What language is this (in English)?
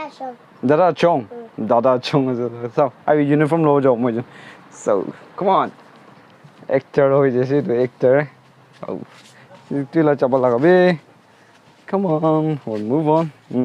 Naga Pidgin